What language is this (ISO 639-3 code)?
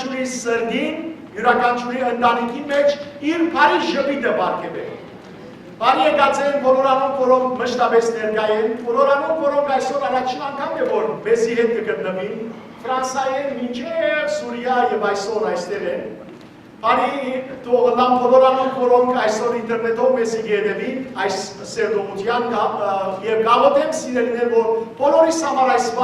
hyw